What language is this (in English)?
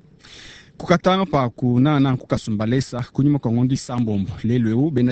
Luba-Lulua